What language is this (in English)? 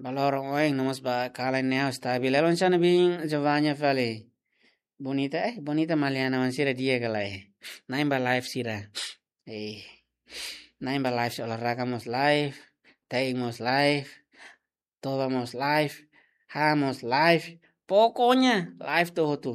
Tetum